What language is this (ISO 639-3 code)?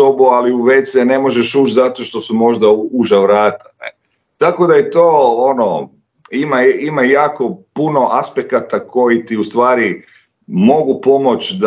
hrv